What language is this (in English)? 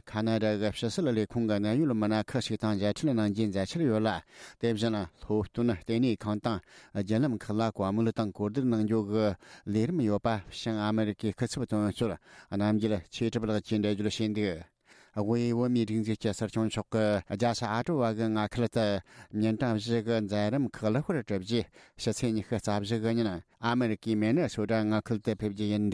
Tibetan